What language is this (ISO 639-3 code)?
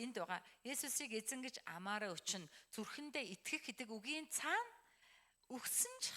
mon